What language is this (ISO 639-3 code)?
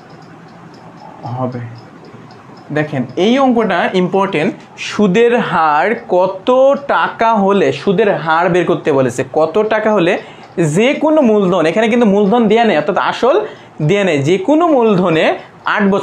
ben